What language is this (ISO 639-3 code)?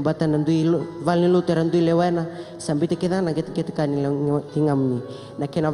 fij